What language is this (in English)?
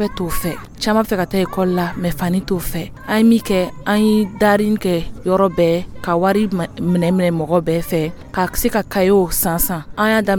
Dyula